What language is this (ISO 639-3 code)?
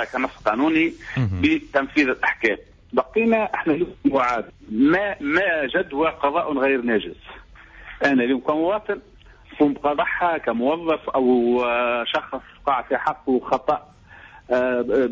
aeb